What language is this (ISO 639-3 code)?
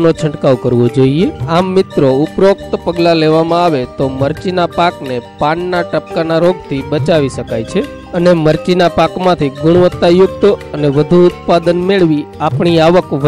guj